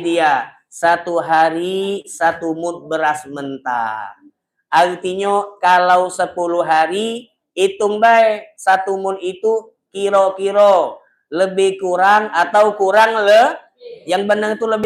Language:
Musi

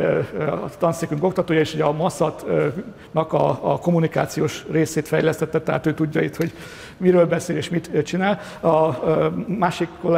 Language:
Hungarian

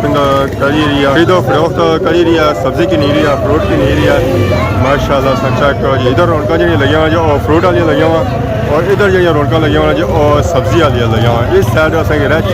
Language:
Pahari-Potwari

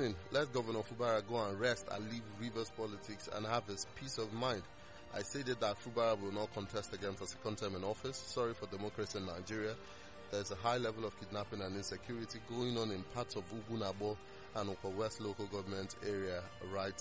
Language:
English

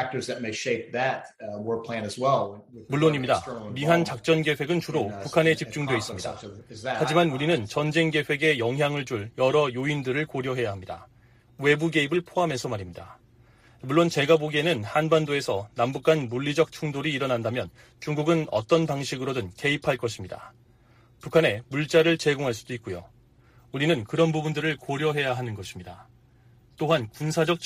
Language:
Korean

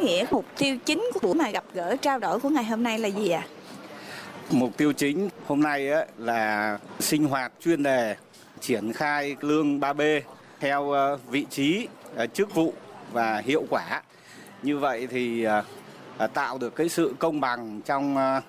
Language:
Vietnamese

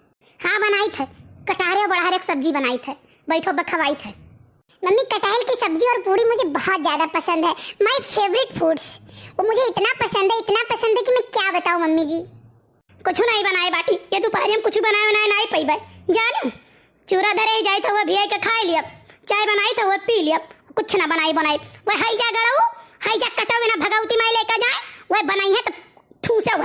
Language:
Awadhi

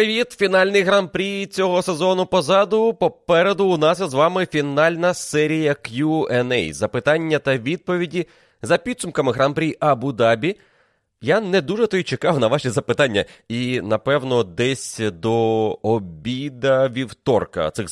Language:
Ukrainian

